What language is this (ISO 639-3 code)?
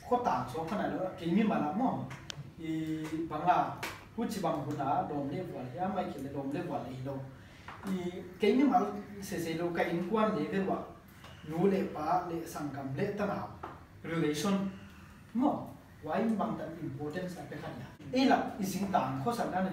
pck